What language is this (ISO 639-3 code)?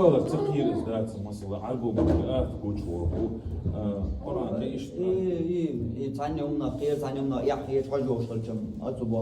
che